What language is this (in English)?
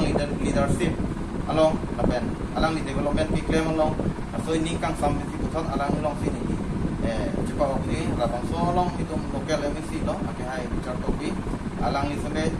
Karbi